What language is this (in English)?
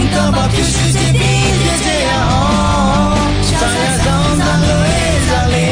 Akha